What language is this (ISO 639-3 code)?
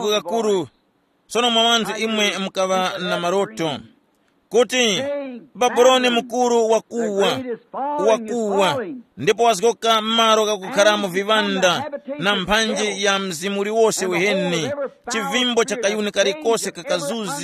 tum